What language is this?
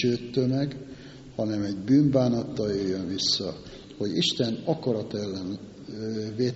Hungarian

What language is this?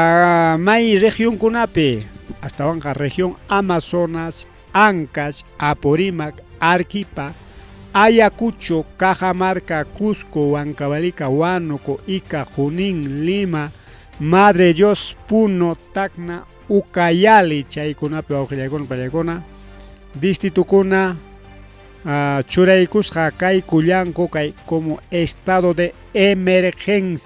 Ayacucho Quechua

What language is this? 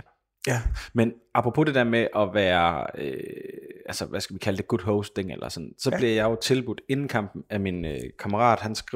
Danish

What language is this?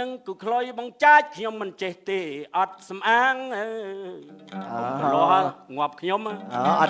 Khmer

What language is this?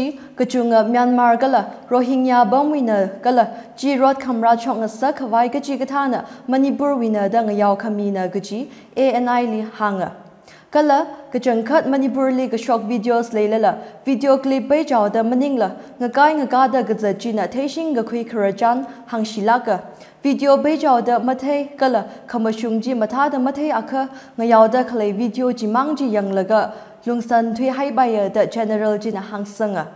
Tangkhul Naga (India)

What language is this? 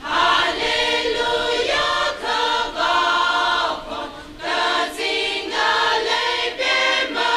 Tangkhul Naga (India)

